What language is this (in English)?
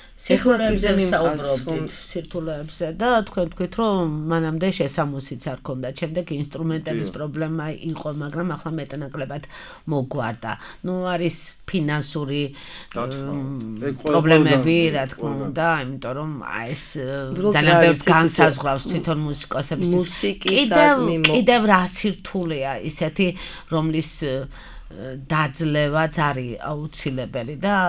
Georgian